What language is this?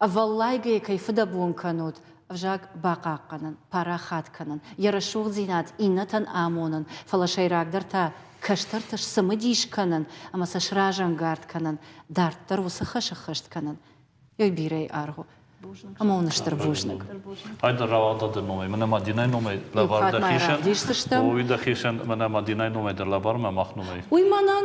Ossetic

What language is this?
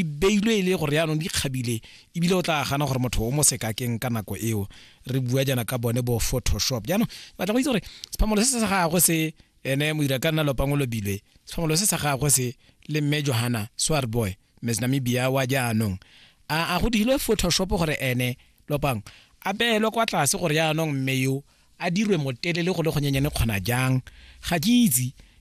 Tswana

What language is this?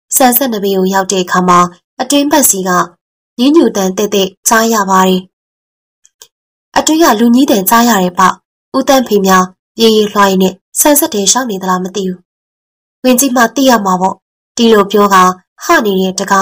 Burmese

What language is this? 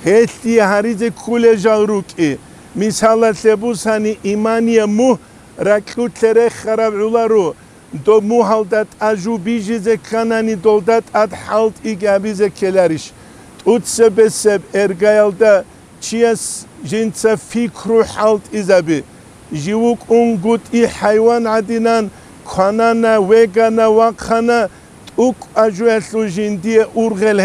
Avaric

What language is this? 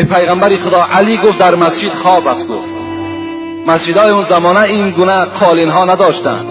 Tajik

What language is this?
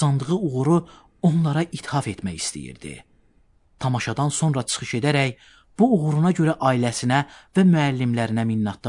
Azerbaijani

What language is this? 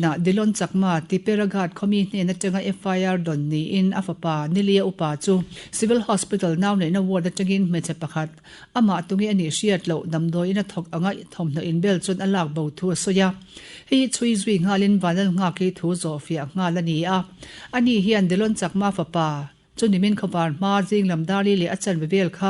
Mizo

